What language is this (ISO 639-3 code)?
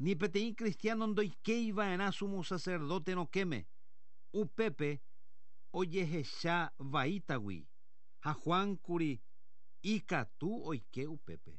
grn